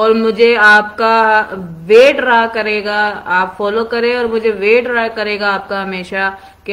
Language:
Hindi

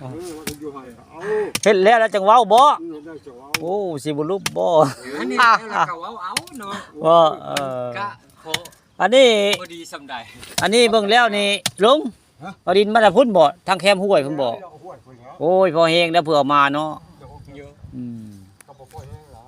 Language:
Northeastern Thai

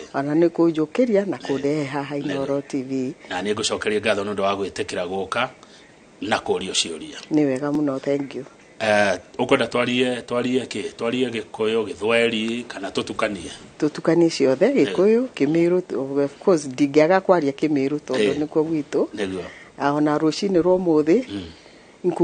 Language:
Kikuyu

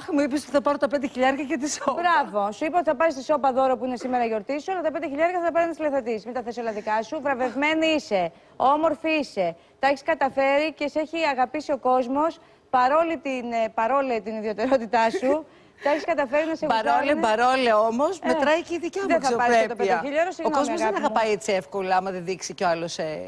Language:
Greek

